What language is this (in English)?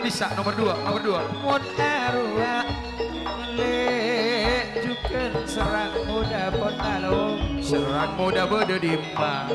Madurese